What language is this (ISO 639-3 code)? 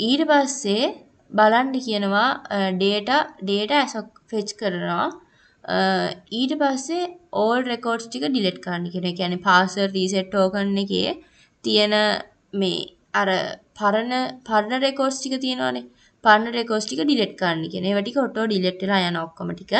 sin